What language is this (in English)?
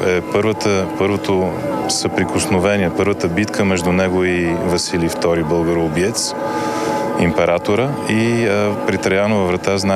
Bulgarian